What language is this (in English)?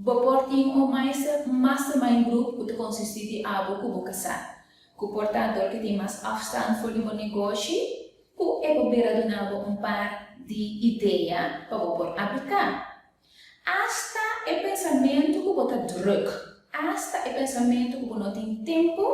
Papiamento